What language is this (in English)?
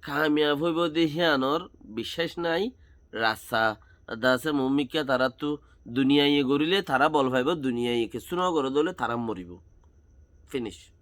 Rohingya